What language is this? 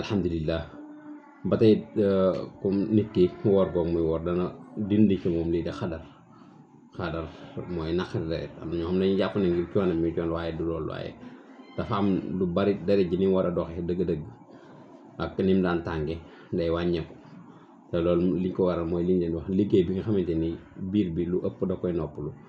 Wolof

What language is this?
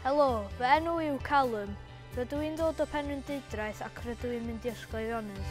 Welsh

